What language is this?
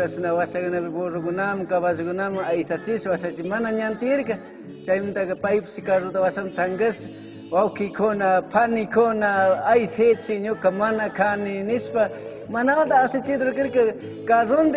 Chimborazo Highland Quichua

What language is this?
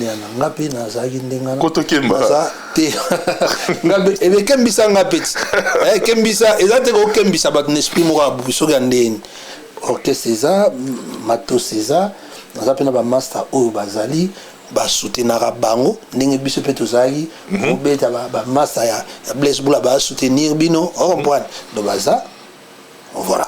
Lingala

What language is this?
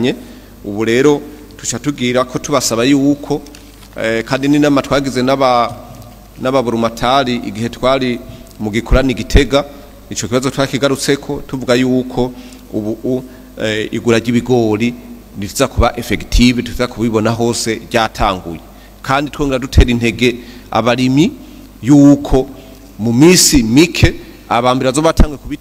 Rundi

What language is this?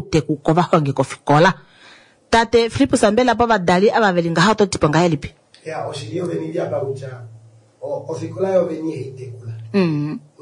Kuanyama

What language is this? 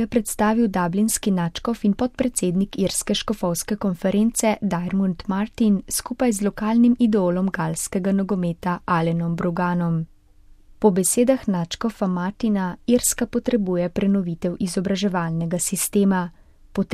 Slovenian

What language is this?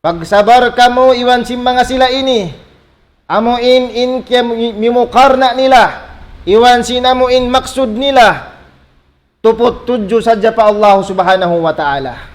Tausug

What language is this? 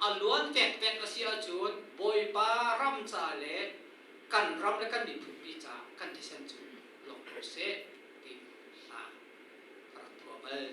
Hakha Chin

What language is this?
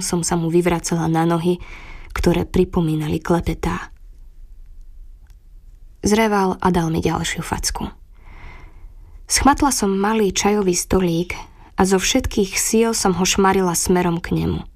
Slovak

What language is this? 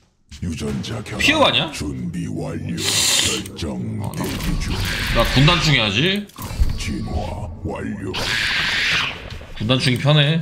Korean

